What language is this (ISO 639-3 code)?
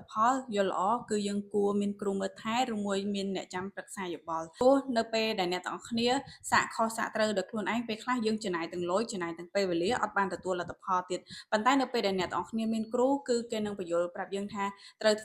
khm